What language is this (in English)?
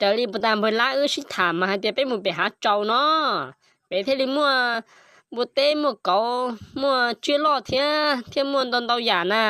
Hmong